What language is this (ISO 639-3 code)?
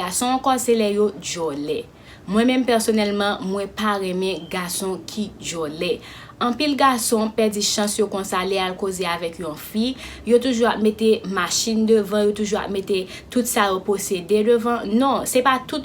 hat